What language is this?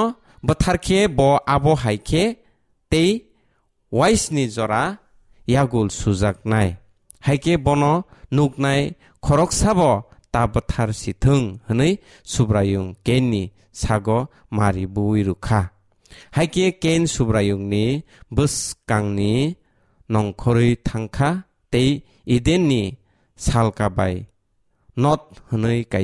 Kok Borok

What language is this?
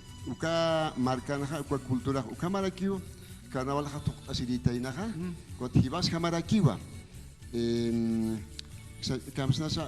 Aymara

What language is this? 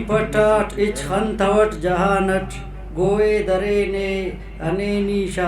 Brahui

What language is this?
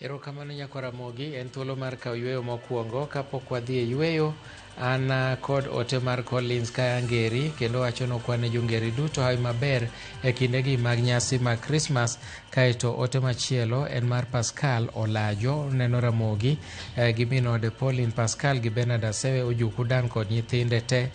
Luo (Kenya and Tanzania)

